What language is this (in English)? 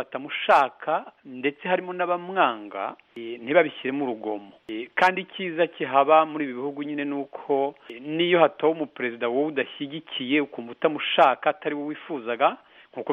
Kinyarwanda